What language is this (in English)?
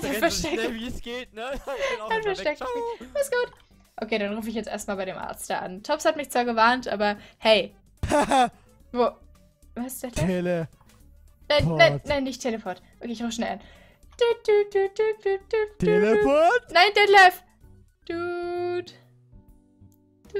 German